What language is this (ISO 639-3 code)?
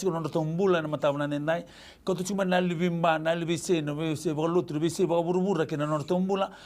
fij